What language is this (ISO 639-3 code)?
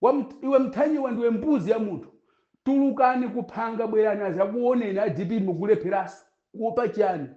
nya